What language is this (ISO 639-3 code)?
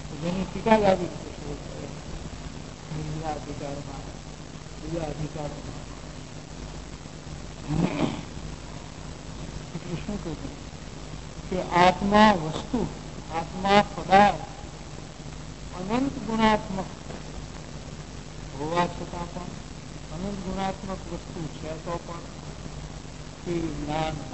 guj